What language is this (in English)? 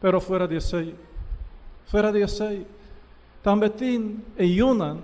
Papiamento